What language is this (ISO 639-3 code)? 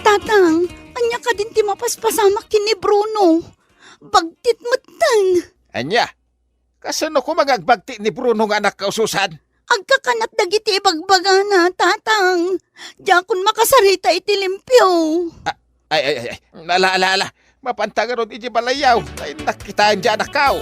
ilo